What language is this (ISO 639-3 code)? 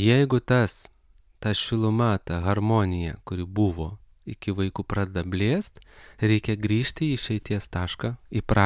lit